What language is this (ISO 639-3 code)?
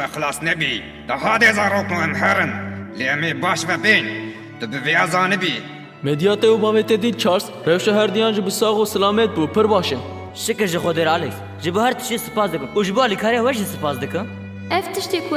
kur